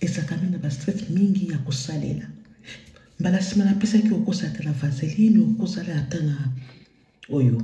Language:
Lingala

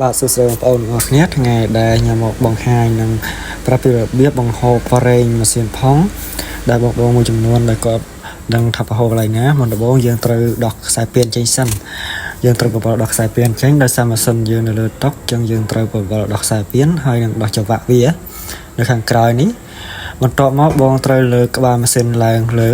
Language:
Khmer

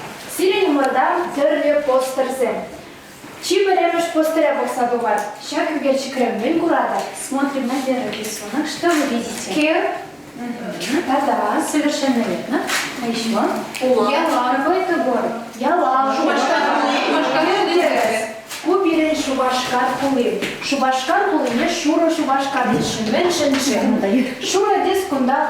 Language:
Chuvash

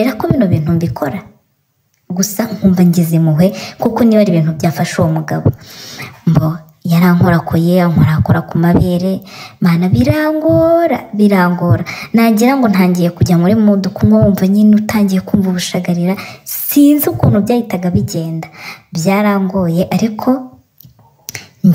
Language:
Kinyarwanda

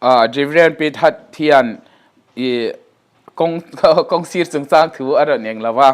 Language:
Mizo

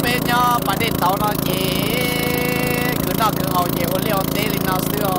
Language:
Hmong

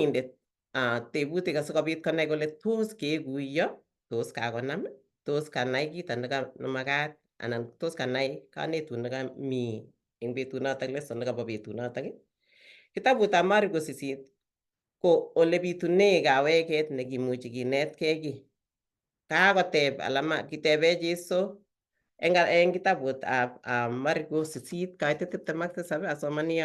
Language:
Kalenjin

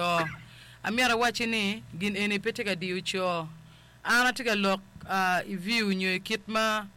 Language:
Acoli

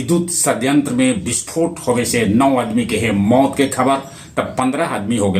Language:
Magahi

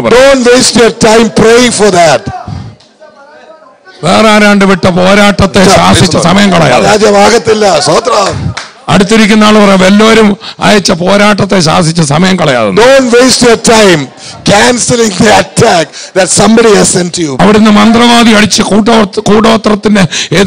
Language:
Malayalam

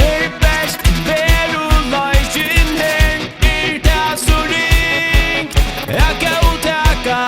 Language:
Faroese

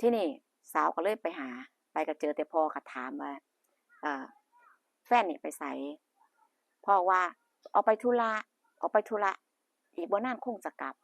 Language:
Northeastern Thai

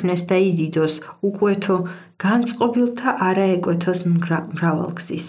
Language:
Georgian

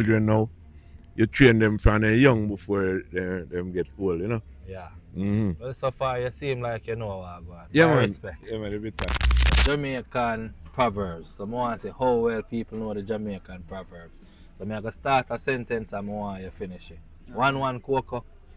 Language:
Jamaican Creole English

